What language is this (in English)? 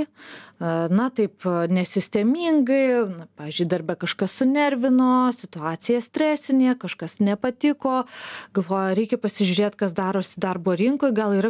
Lithuanian